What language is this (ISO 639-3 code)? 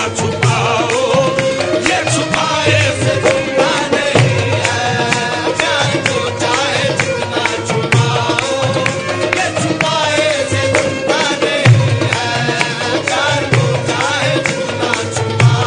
urd